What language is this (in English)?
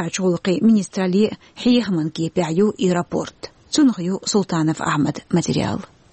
Chechen